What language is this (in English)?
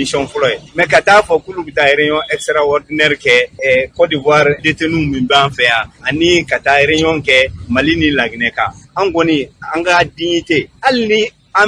Bambara